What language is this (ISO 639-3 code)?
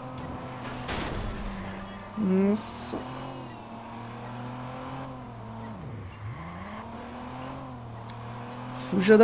por